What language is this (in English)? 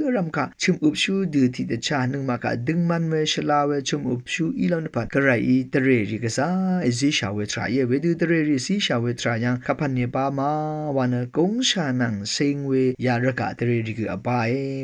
Rawang